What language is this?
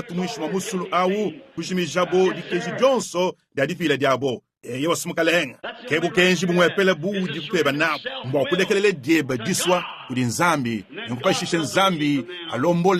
Luba-Lulua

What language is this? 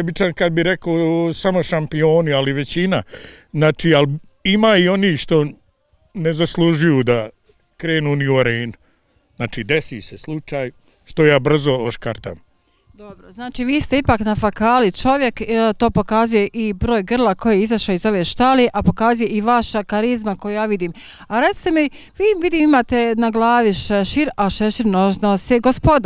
Bosnian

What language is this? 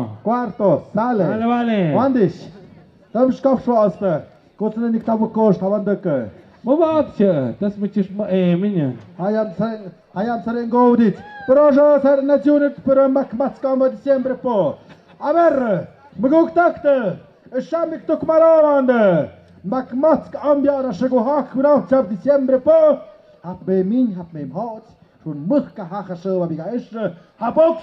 Tlahuitoltepec Mixe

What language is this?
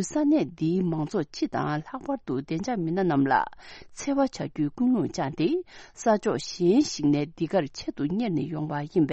Tibetan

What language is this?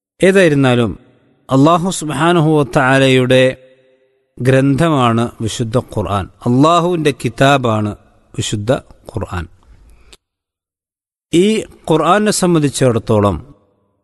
Malayalam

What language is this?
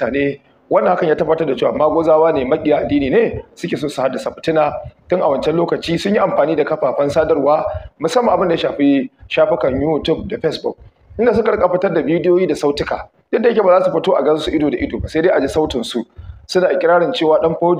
Hausa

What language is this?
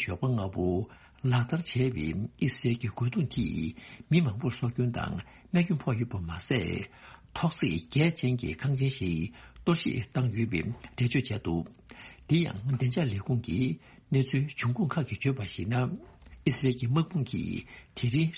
Tibetan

